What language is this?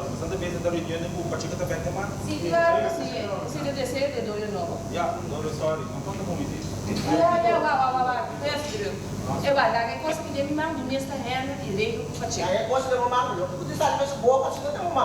Papiamento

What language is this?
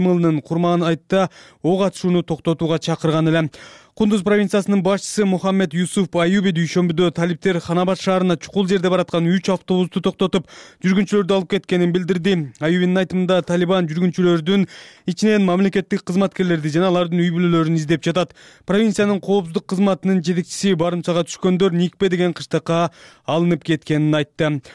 Kyrgyz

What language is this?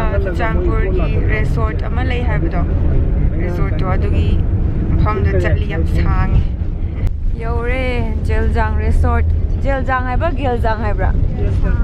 Manipuri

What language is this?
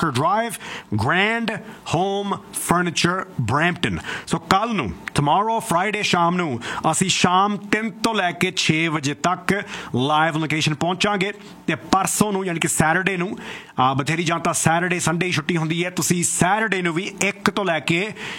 Punjabi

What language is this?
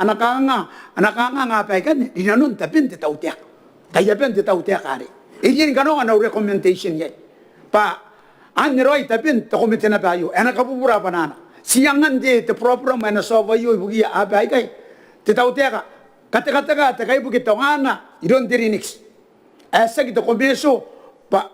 Gilbertese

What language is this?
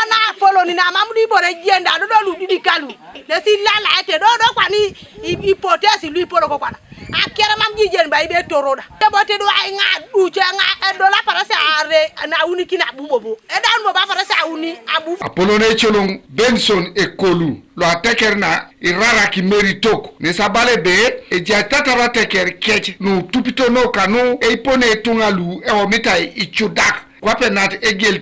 Teso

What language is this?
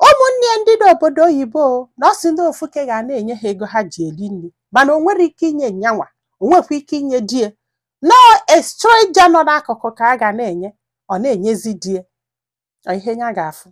Igbo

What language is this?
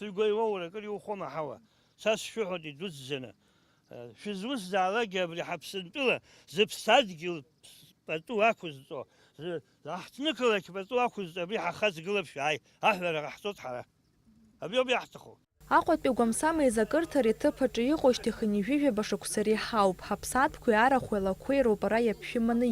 Abkhazian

